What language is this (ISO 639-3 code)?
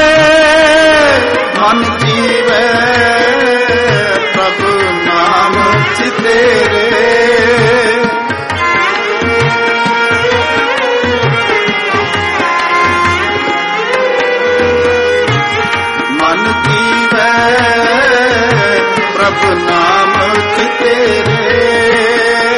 pan